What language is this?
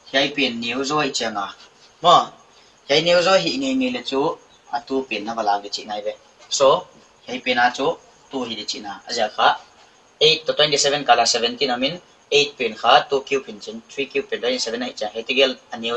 Paite Chin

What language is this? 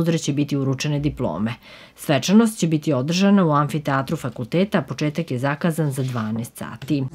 Serbian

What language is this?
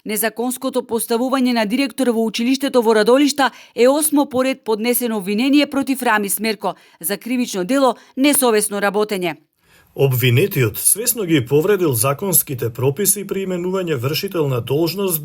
Macedonian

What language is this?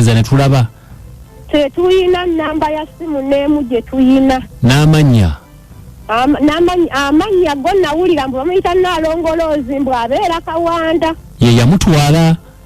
Ganda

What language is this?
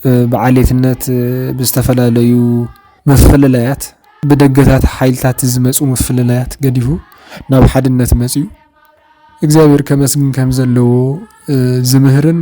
Tigrinya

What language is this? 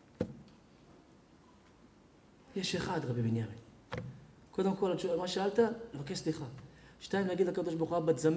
Hebrew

